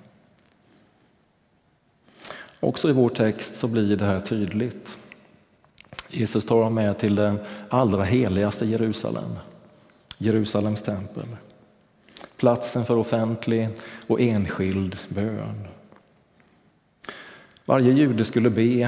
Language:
Swedish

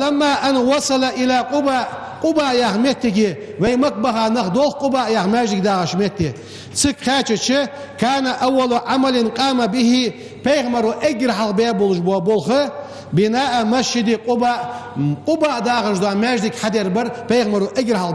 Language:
Ingush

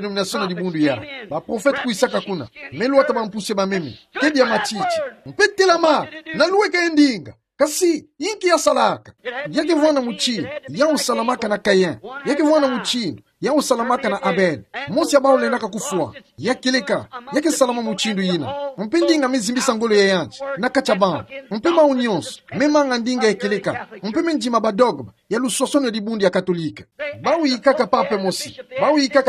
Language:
Kituba (Democratic Republic of Congo)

